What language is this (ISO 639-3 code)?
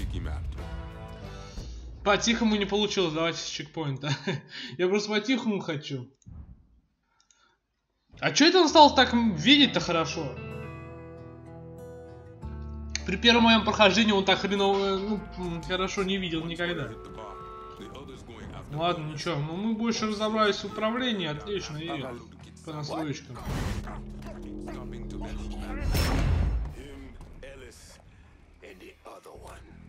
rus